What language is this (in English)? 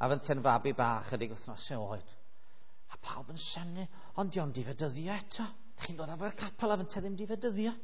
Welsh